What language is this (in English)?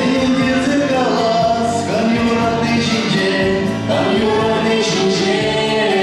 Chuvash